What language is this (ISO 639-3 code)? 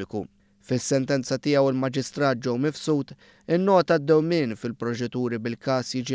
mlt